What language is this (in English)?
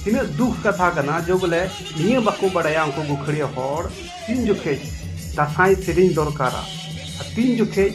Santali